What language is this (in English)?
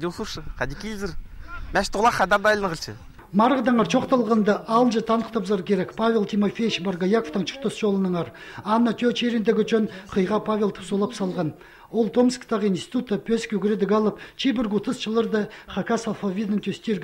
Khakas